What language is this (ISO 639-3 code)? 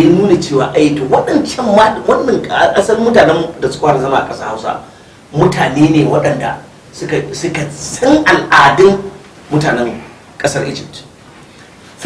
hau